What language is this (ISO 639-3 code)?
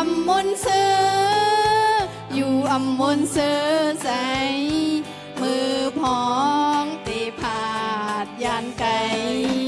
shn